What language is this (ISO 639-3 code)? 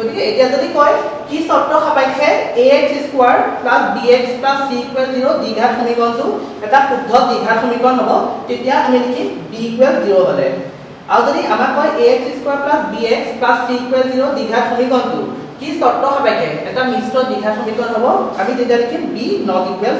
asm